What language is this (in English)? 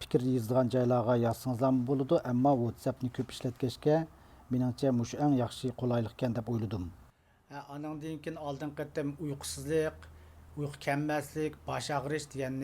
Uyghur